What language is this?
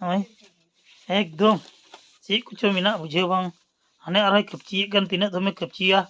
Santali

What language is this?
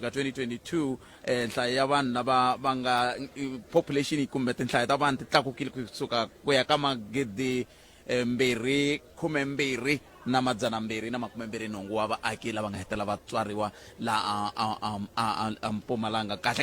Tsonga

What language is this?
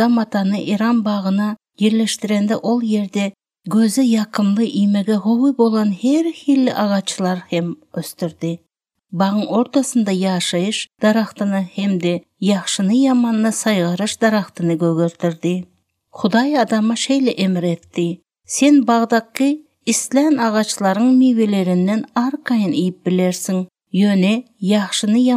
Turkmen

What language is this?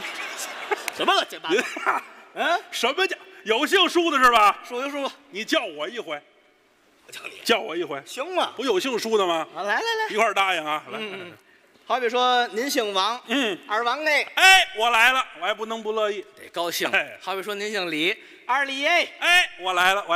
Chinese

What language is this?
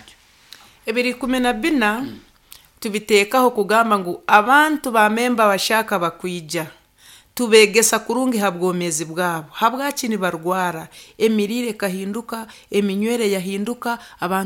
Nyankole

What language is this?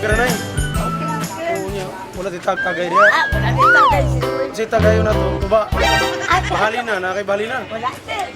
Cebuano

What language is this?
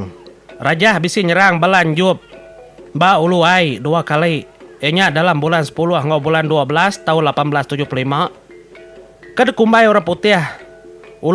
Iban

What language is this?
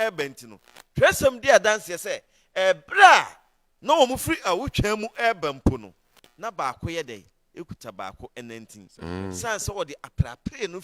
Akan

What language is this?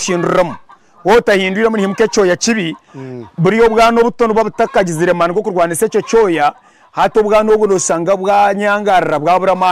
Nyankole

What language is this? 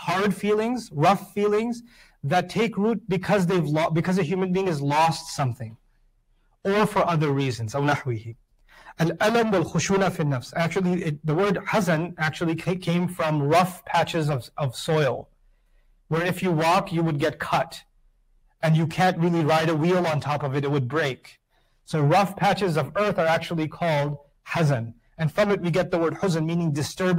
English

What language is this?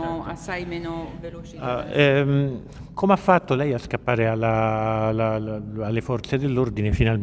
Italian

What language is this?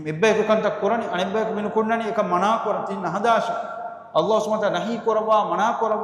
Divehi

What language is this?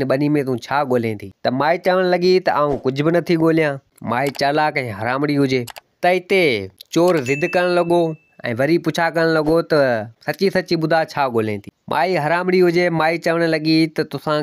Sindhi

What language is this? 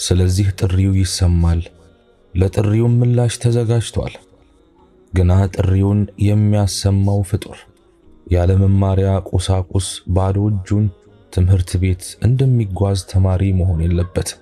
Amharic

